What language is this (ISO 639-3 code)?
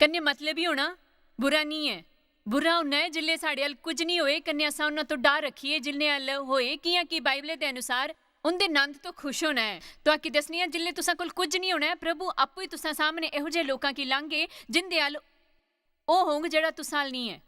doi